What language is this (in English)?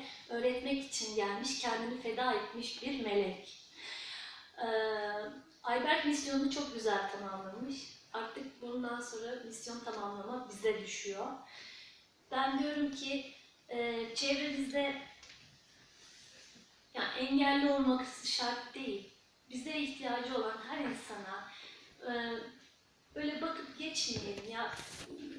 Turkish